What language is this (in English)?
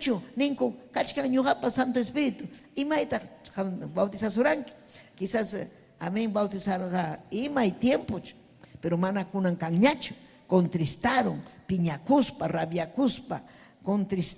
Ayacucho Quechua